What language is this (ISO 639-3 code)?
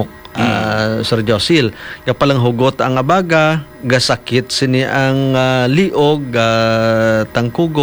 hil